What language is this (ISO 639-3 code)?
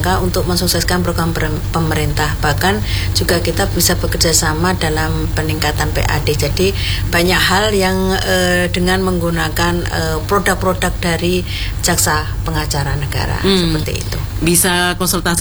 ind